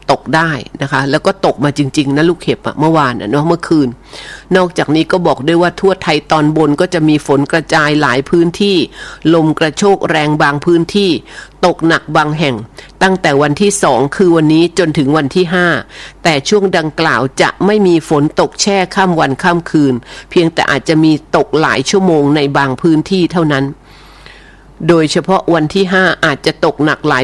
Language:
Thai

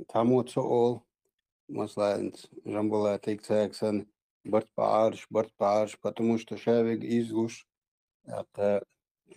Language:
Chechen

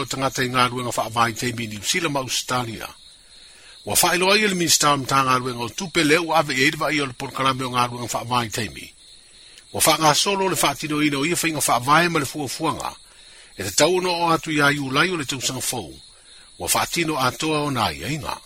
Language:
Samoan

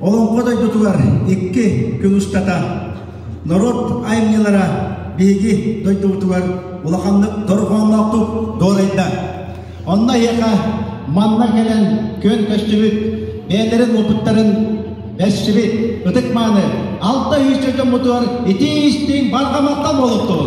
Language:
Yakut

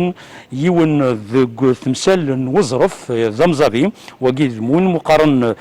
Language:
Kabyle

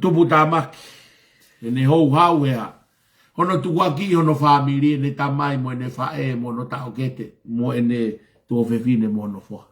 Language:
Tongan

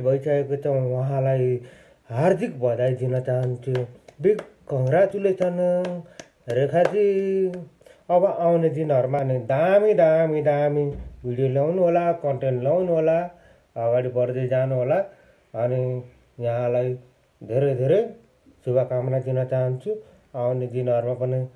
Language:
Nepali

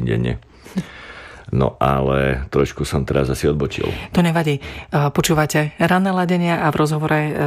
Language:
Slovak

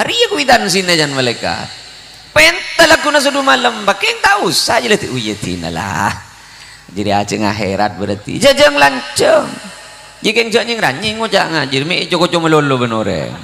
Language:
Madurese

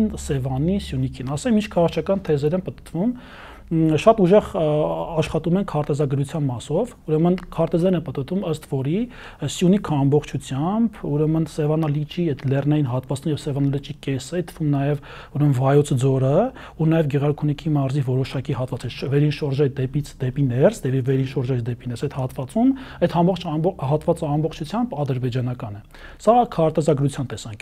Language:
Armenian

